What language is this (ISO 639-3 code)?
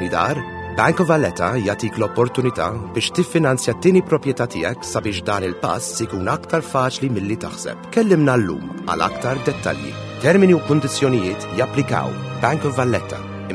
mlt